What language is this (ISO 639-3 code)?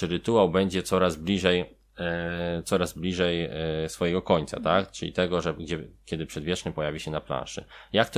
pol